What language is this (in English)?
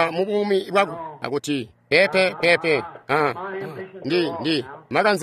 Tonga (Zambia)